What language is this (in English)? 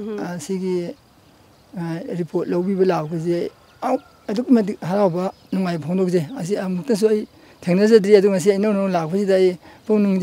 Manipuri